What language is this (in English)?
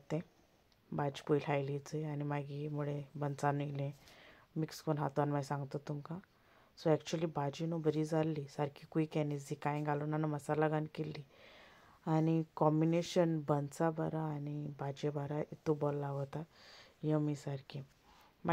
Konkani